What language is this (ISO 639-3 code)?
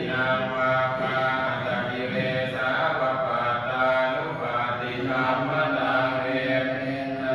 pli